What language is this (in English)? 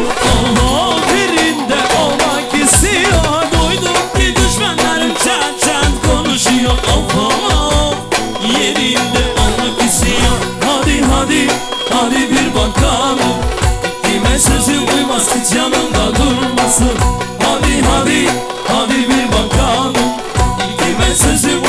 Turkish